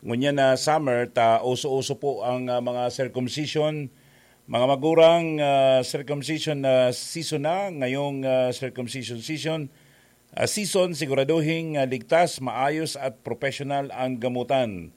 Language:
Bikol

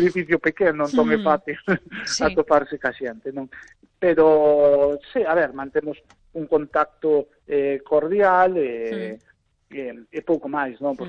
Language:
Galician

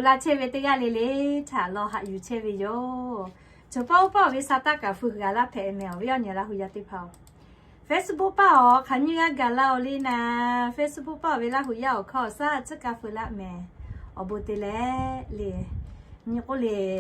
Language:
Lahu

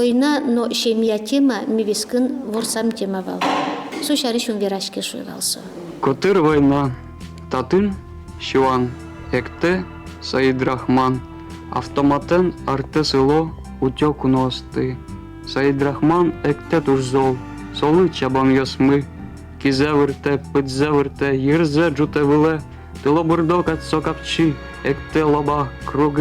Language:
Udmurt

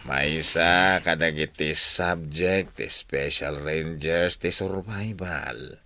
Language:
Iloko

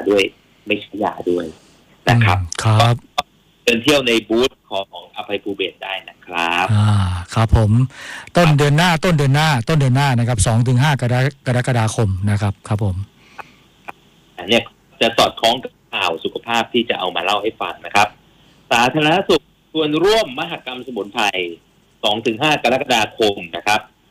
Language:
Thai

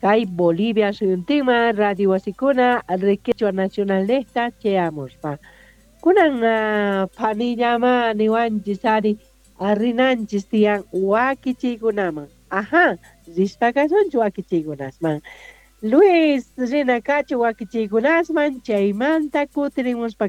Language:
South Bolivian Quechua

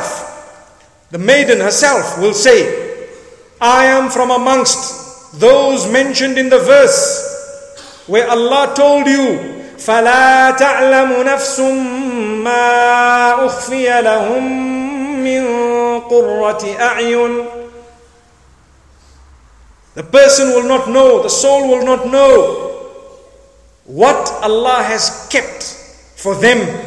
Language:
English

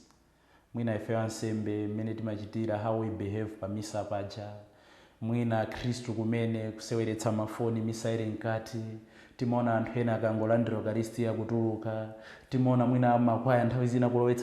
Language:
Nyanja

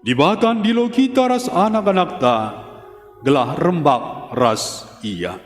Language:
Batak Karo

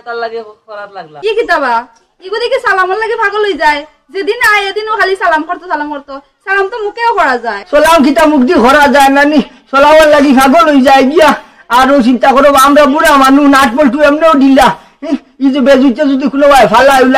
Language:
Sylheti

